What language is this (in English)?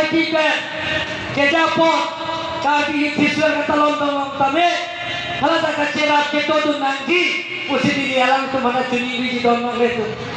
Karbi